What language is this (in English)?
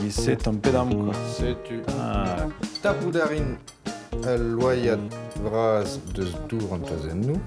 Breton